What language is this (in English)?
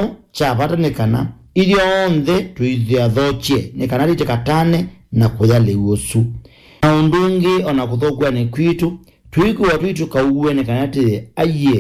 Kamba